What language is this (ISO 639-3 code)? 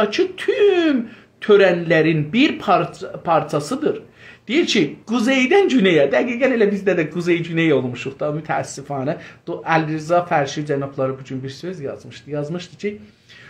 azb